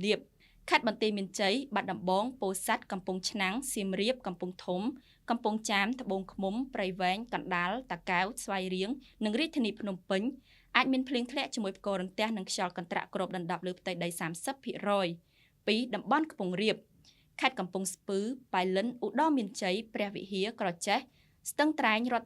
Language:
Khmer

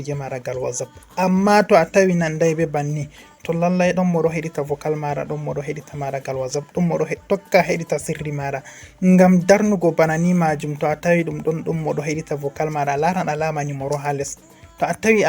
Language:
Fula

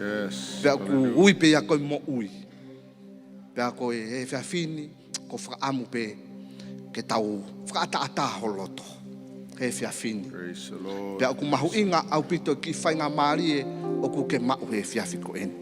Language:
Tongan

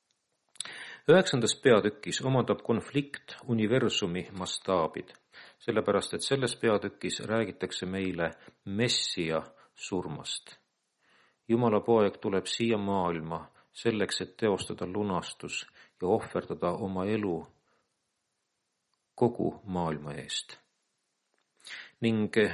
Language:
Estonian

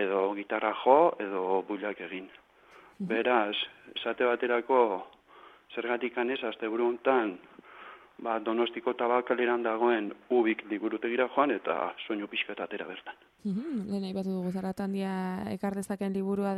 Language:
Basque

